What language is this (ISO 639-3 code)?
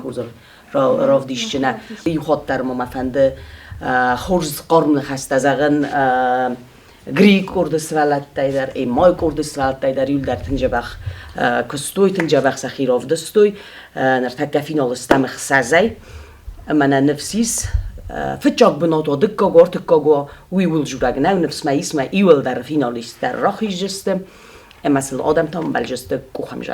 oss